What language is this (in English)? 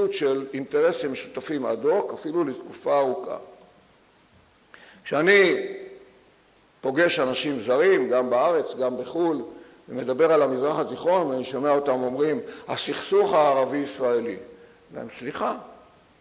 Hebrew